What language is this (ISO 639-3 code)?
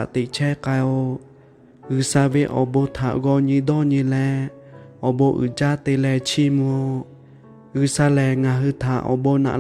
lhu